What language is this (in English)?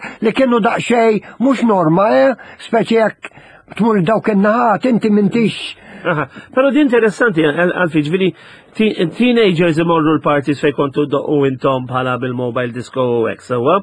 Maltese